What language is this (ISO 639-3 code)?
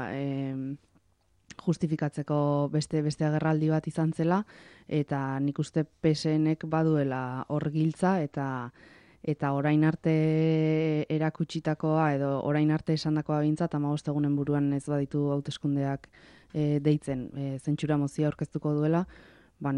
eus